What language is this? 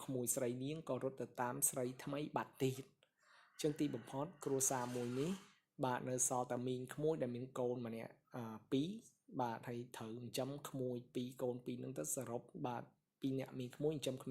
Khmer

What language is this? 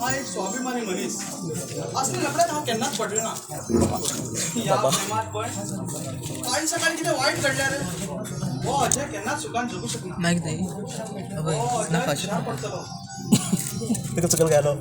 Konkani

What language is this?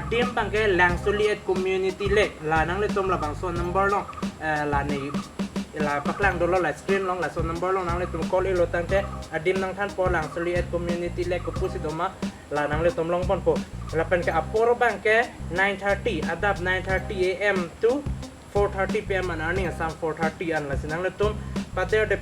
Karbi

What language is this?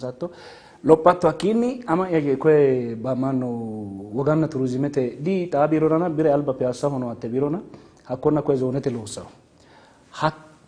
Sidamo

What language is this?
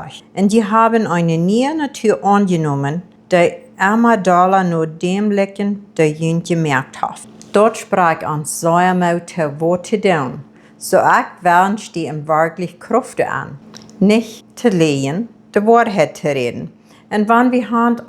Plautdietsch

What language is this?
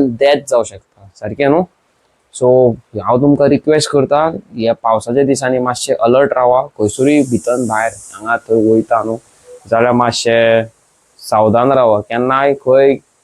Konkani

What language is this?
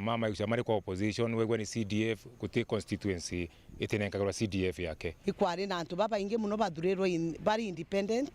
Meru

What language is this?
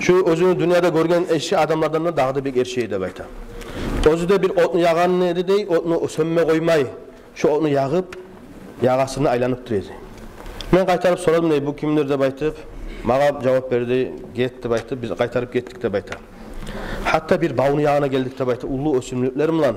Kumyk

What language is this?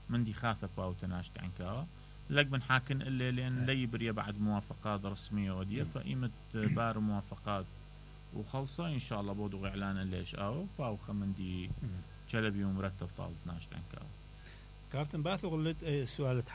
Mesopotamian Arabic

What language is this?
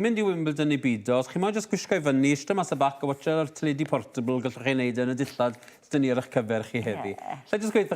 Welsh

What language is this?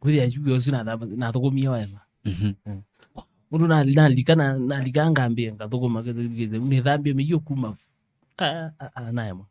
Kamba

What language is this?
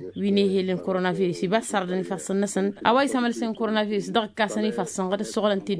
Tamasheq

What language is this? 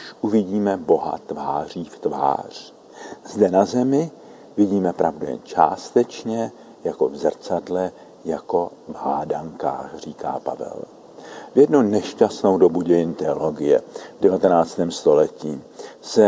Czech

